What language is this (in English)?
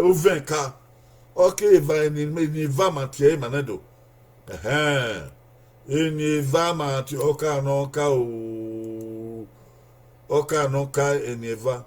Bini